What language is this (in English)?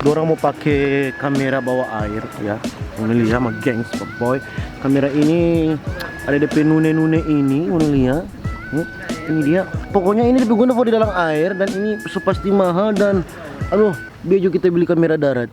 Manado Malay